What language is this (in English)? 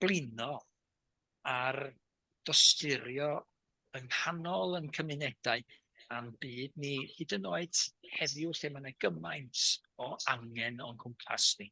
Welsh